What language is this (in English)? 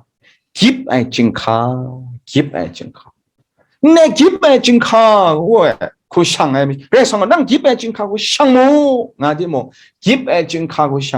Kachin